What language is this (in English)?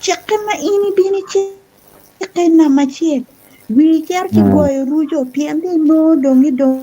Acoli